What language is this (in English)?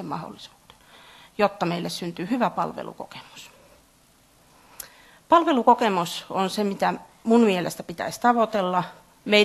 Finnish